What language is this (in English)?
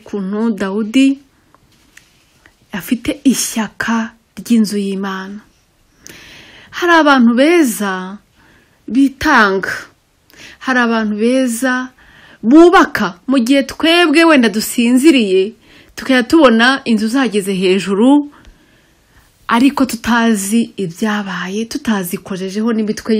Kinyarwanda